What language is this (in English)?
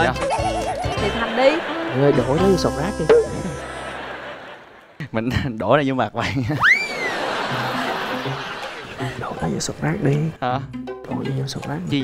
Vietnamese